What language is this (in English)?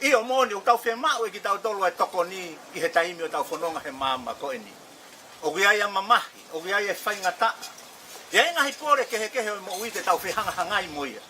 Tongan